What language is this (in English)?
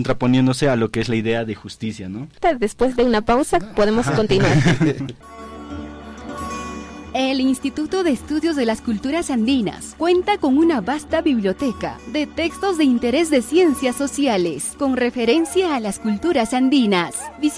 Spanish